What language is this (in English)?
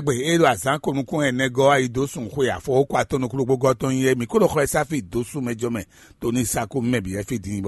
Fon